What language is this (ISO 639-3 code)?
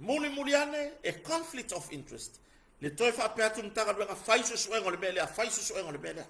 smo